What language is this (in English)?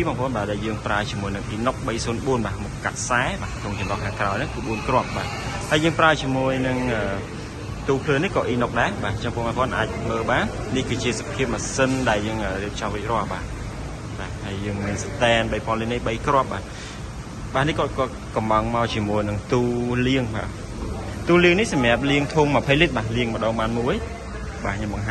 Khmer